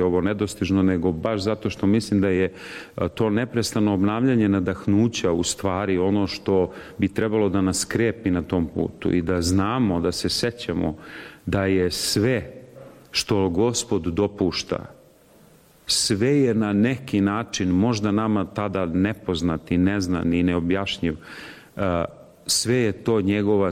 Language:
Serbian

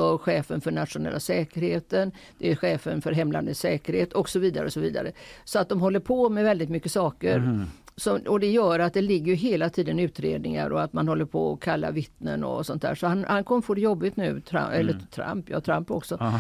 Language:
Swedish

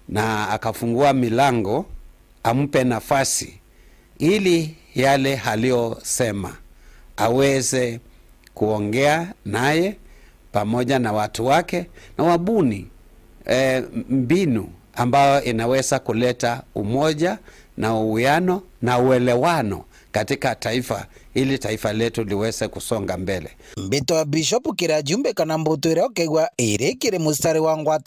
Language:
Meru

